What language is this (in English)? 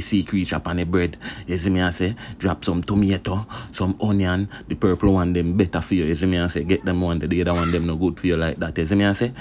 Jamaican Creole English